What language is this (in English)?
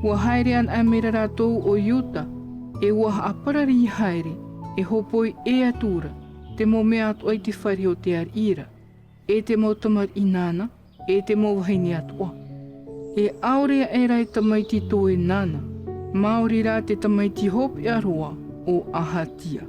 Tahitian